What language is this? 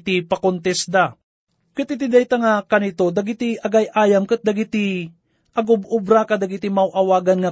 Iloko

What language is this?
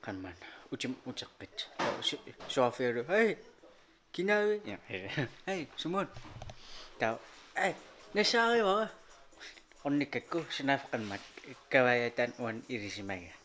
Kalaallisut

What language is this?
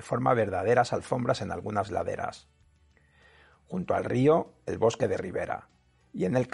Spanish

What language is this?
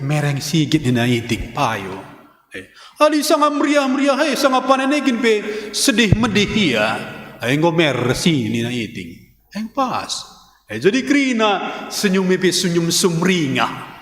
Batak Karo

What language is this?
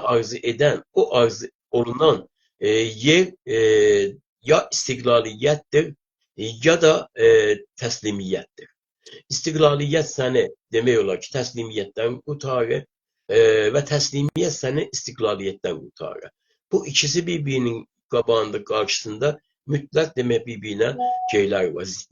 South Azerbaijani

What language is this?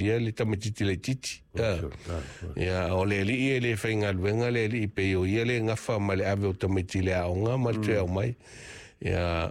Samoan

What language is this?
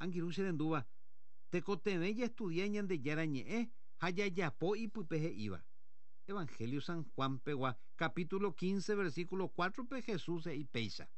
Guarani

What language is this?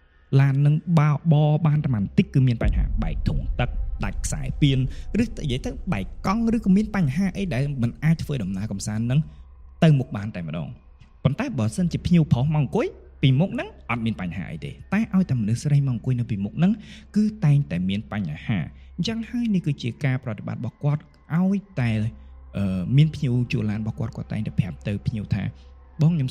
Khmer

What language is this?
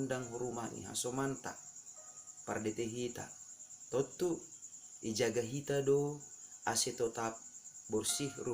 Batak Simalungun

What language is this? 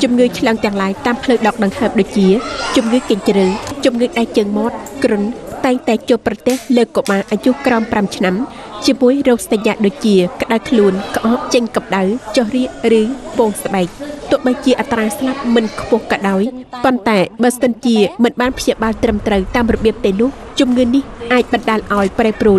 Khmer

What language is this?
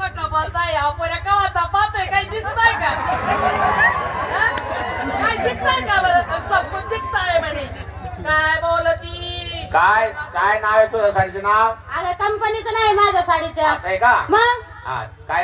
Marathi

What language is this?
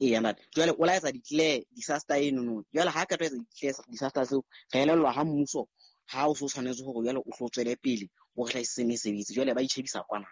Southern Sotho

